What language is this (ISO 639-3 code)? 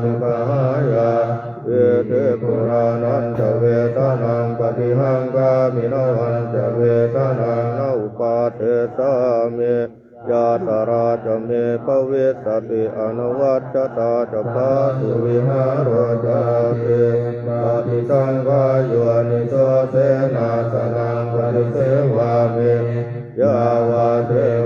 pli